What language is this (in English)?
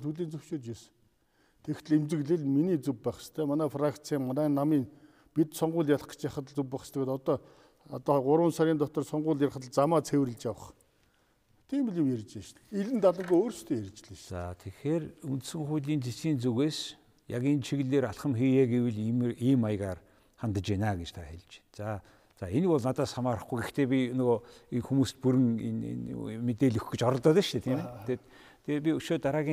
Mongolian